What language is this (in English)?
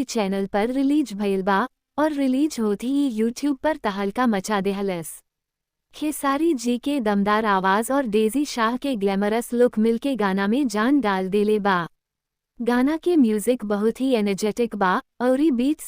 Bhojpuri